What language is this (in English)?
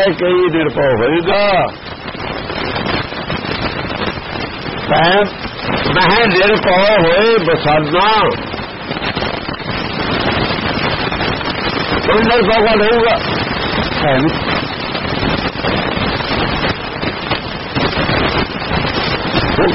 Punjabi